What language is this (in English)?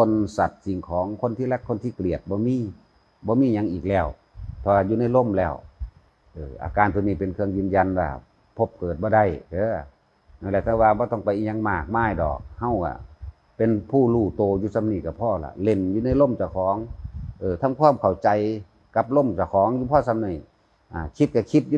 Northeastern Thai